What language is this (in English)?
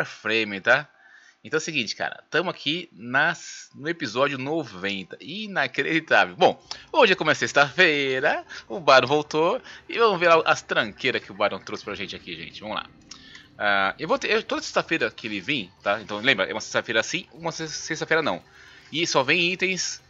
Portuguese